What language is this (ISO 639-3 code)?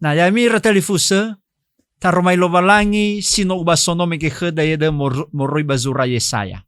nia